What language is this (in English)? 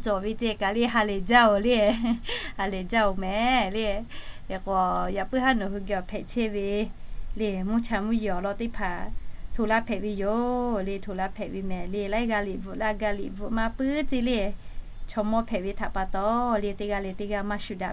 Lahu